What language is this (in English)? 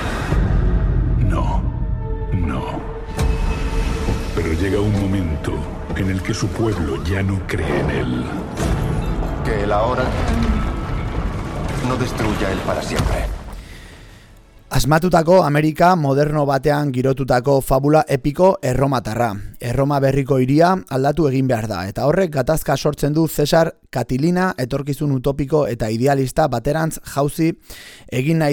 Basque